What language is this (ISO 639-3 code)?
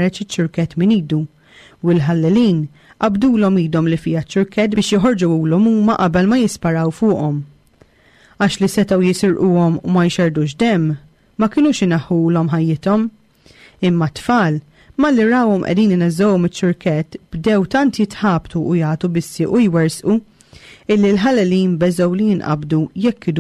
mlt